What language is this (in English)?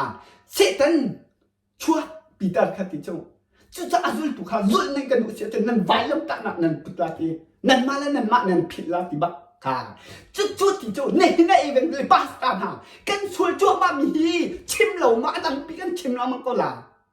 Hakha Chin